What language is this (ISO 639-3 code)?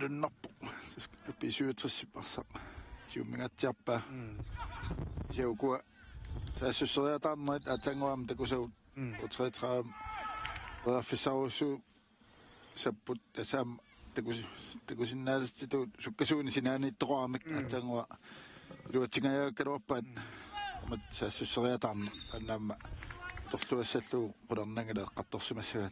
kal